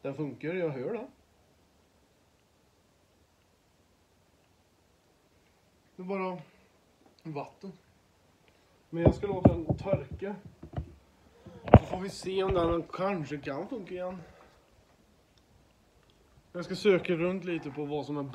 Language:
Swedish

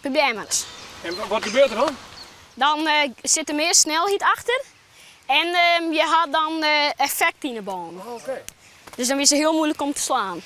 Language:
Western Frisian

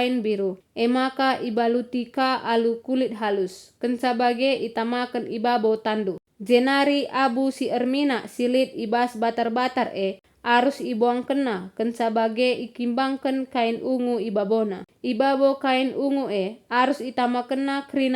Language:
Batak Karo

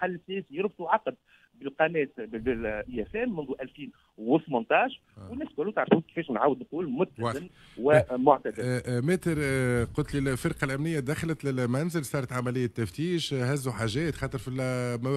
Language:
Tunisian Arabic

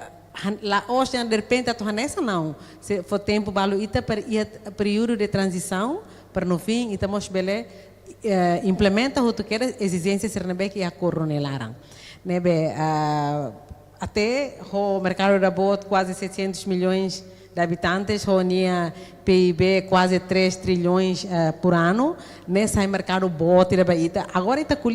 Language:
Tetum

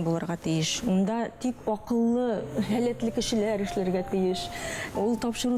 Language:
Bashkir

